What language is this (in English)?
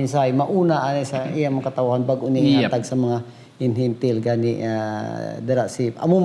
Hiligaynon